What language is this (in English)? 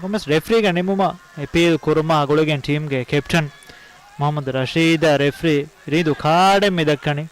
Divehi